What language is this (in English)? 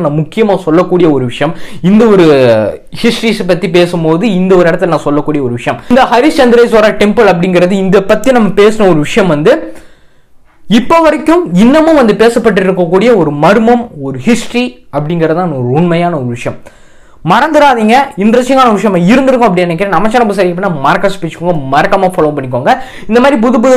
Tamil